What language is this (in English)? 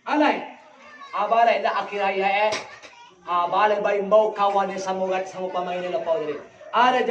Minangkabau